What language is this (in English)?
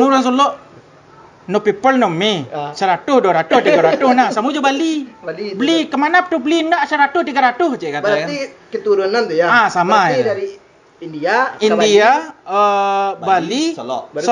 Minangkabau